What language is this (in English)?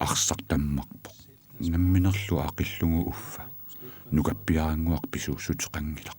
Kalaallisut